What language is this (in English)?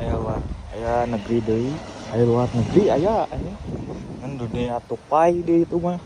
Sundanese